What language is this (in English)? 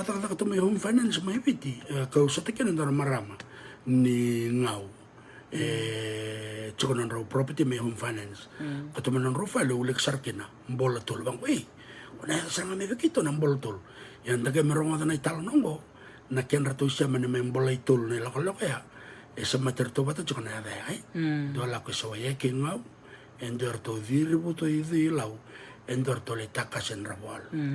Fijian